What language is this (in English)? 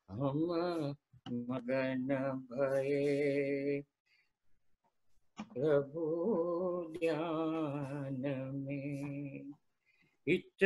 Gujarati